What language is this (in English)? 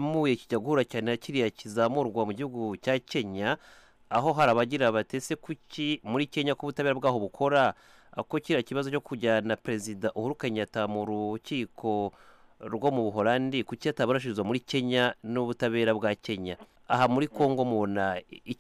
Kinyarwanda